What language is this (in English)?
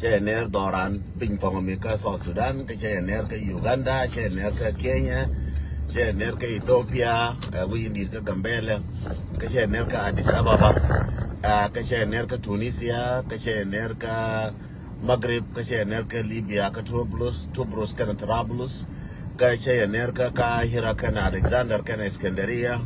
Nuer